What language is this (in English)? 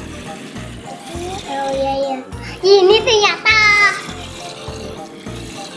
Indonesian